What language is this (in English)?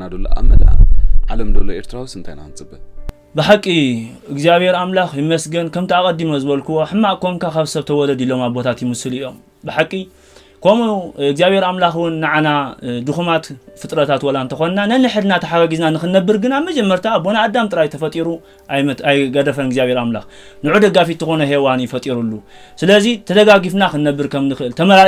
Tigrinya